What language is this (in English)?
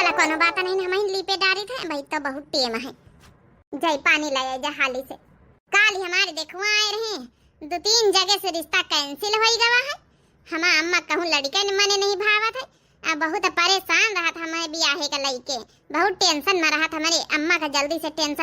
Awadhi